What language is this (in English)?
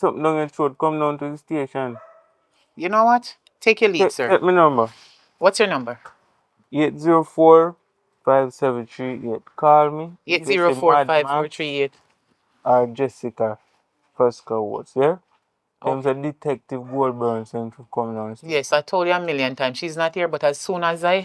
Jamaican Creole English